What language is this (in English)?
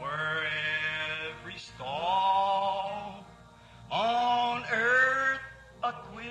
Luba-Lulua